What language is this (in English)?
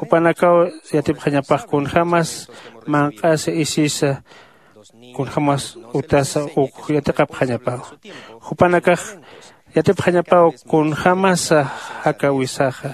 Aymara